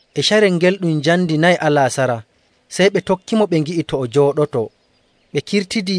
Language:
Nigerian Fulfulde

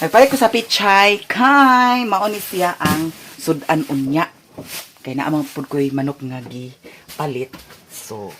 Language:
Cebuano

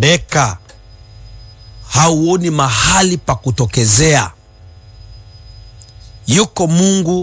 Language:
Swahili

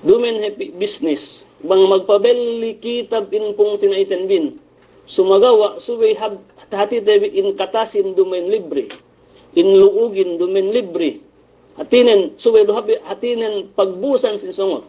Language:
Yakan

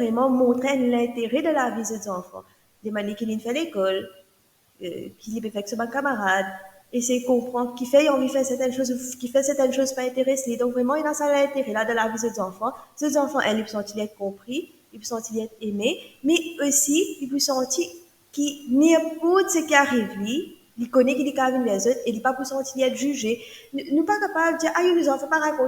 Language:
Morisyen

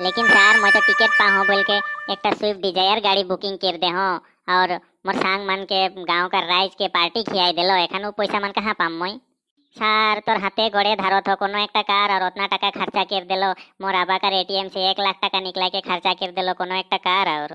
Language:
Sadri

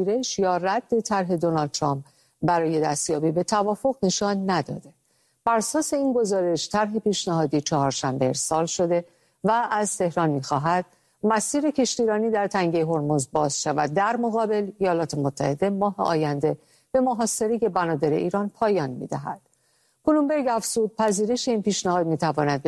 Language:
Persian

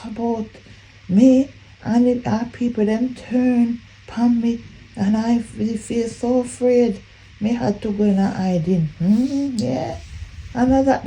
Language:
Jamaican Creole English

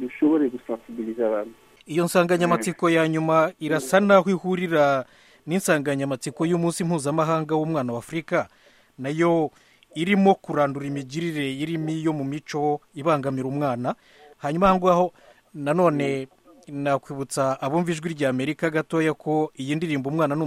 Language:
Kinyarwanda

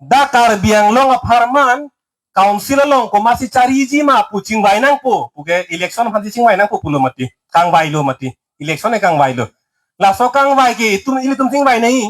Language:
Karbi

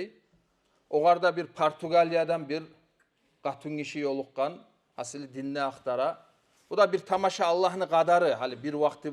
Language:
Kumyk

